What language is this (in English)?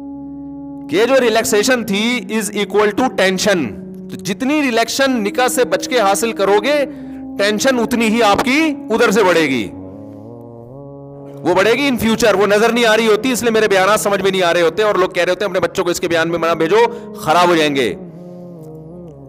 Urdu